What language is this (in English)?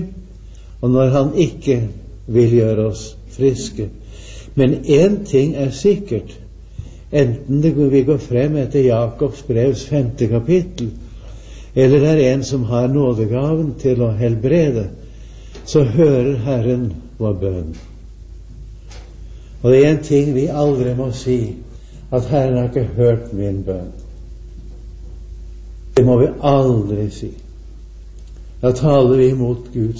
Norwegian